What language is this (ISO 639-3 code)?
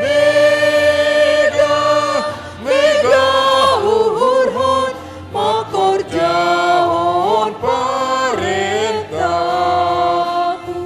bts